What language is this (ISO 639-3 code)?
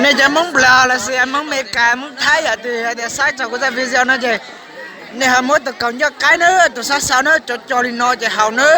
hmn